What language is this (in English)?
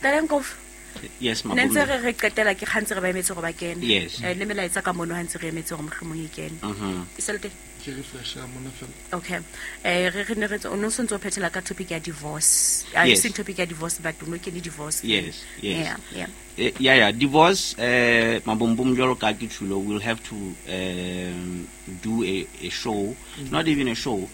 Southern Sotho